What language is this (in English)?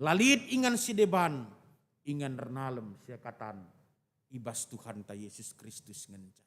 Batak Karo